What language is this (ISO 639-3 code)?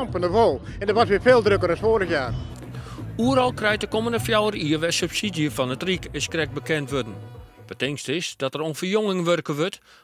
fry